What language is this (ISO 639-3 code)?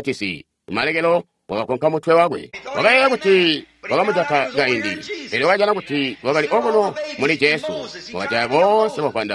toi